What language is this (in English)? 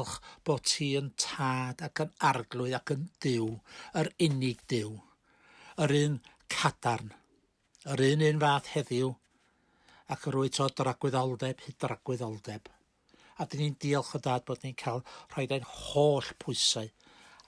Welsh